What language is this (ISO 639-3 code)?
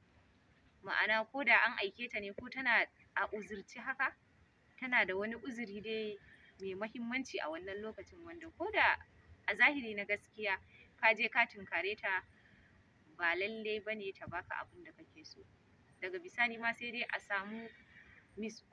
hau